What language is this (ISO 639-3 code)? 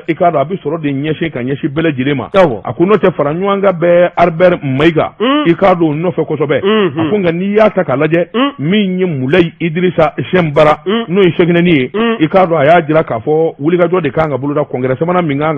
bam